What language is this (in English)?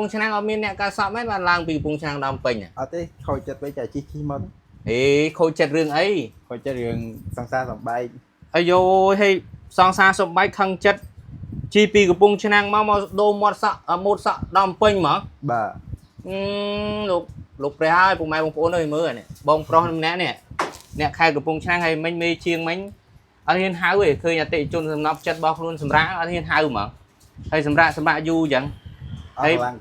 Khmer